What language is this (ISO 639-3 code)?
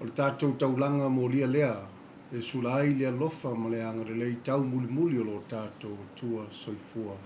smo